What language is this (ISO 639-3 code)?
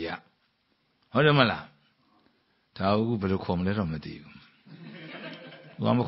mya